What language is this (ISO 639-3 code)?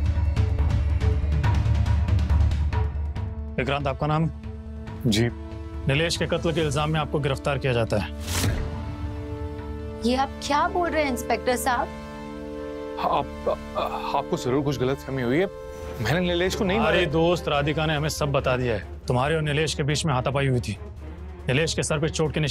hin